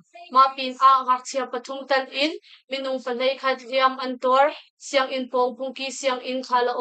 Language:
Hakha Chin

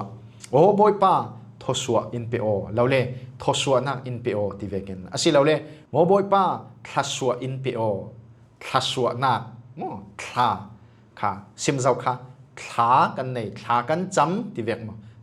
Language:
Falam Chin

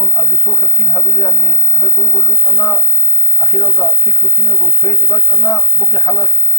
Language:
Avaric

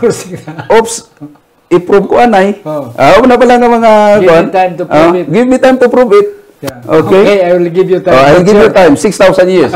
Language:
Hiligaynon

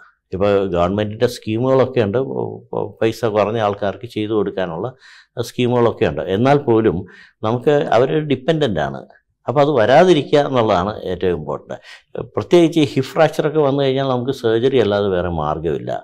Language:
Malayalam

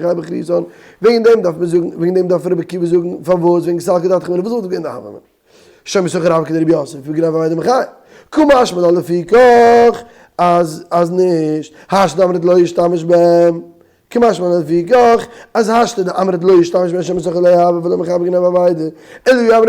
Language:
Yiddish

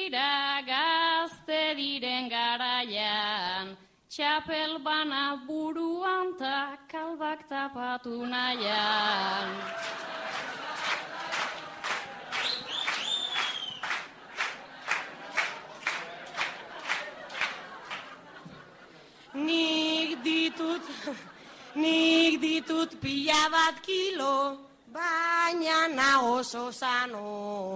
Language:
Basque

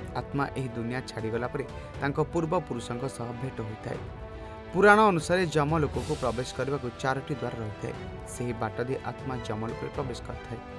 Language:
Odia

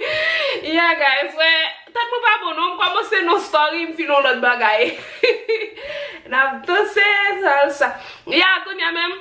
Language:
Haitian Creole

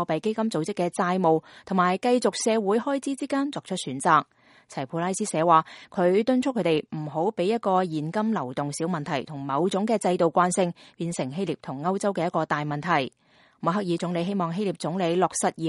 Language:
Cantonese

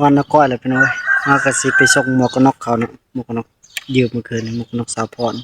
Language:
Northeastern Thai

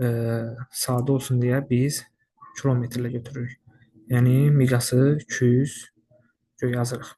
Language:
Azerbaijani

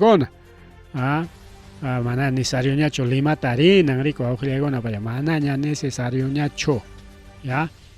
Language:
Ayacucho Quechua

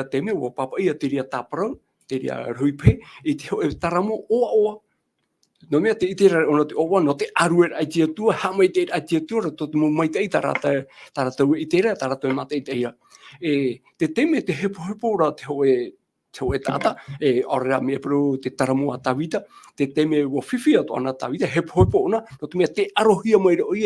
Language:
Tahitian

